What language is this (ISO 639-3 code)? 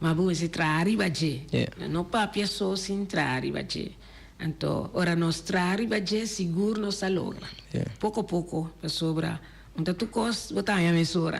pap